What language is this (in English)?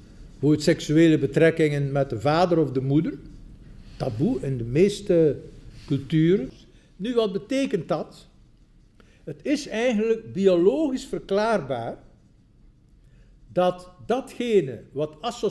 Dutch